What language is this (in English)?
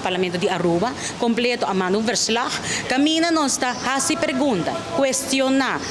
Papiamento